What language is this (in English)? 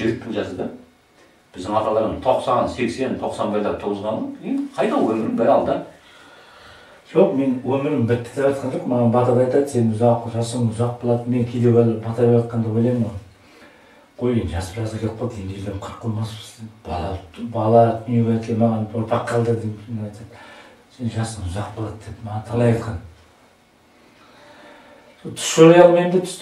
Kazakh